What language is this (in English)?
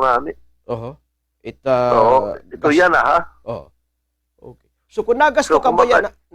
Waray